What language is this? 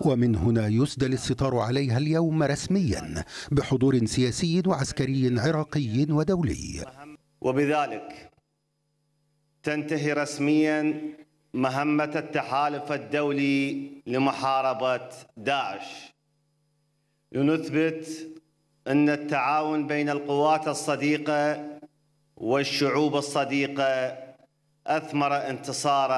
Arabic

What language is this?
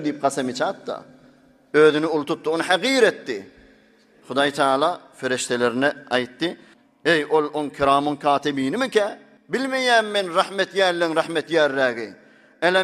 Turkmen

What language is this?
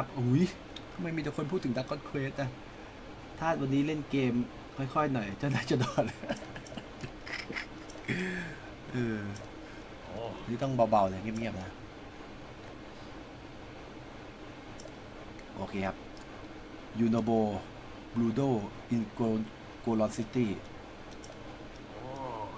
Thai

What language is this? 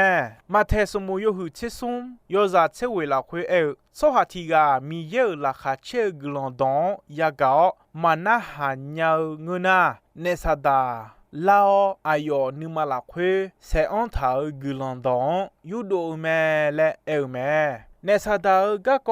Akha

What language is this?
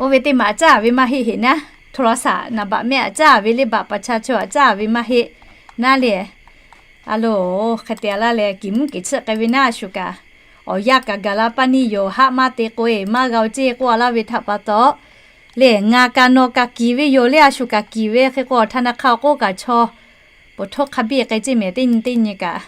Lahu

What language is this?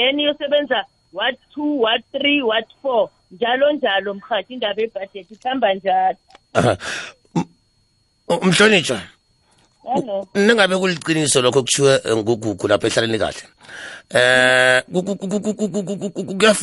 South Ndebele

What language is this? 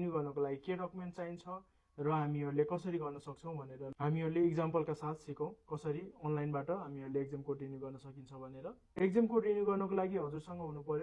Nepali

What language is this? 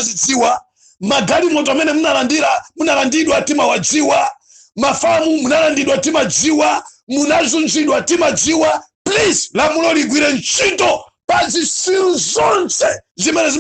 Nyanja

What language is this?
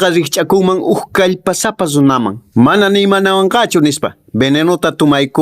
Quechua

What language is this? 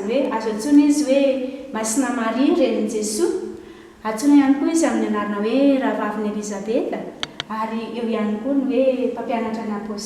Malagasy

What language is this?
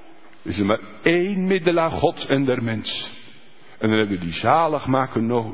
Dutch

